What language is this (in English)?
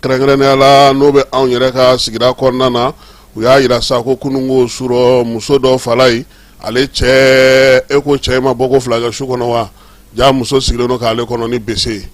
Bambara